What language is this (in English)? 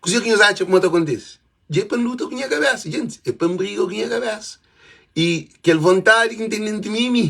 Kabuverdianu